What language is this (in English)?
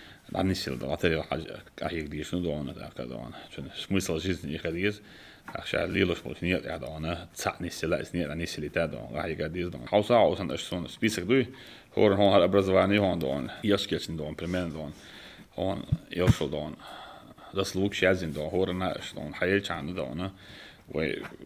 Chechen